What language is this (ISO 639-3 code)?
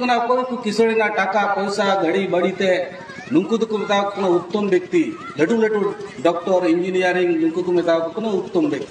sat